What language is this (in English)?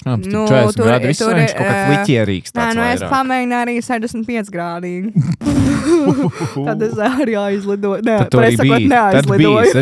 Latvian